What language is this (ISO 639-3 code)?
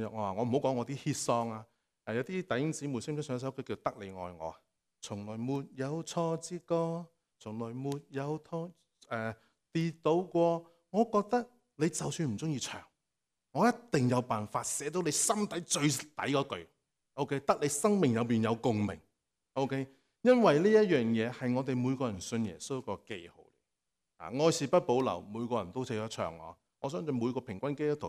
yue